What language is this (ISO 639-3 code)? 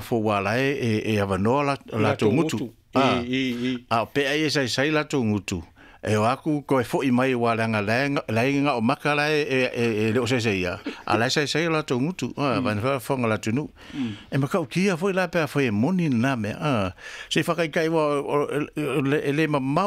smo